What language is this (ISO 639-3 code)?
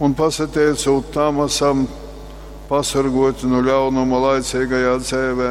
ltg